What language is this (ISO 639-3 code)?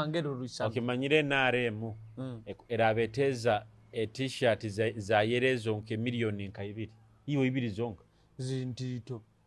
nyo